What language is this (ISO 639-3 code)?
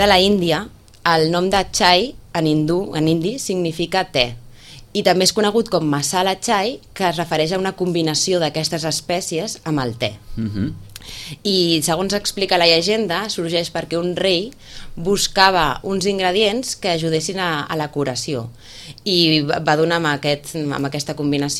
cat